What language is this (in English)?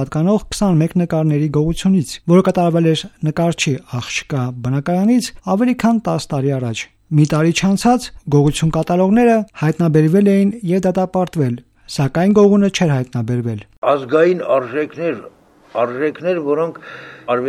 Armenian